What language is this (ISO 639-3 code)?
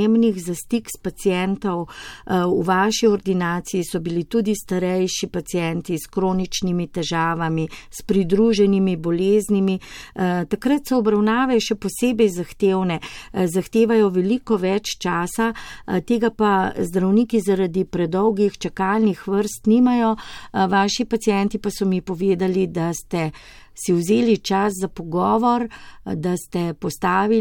slv